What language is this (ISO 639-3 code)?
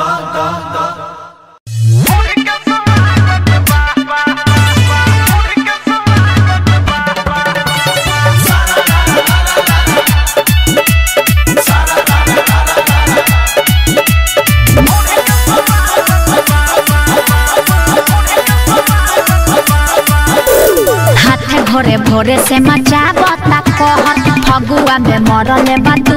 bho